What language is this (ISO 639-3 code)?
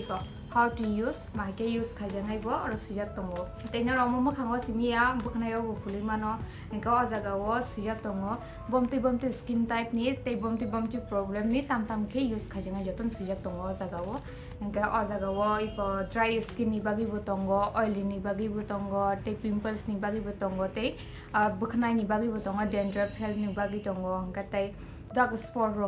trp